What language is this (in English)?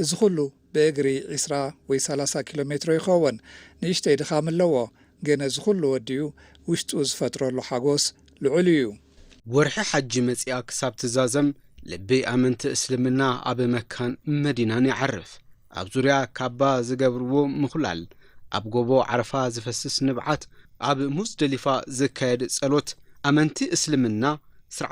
Tigrinya